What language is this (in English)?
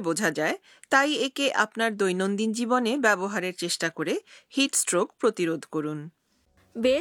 Bangla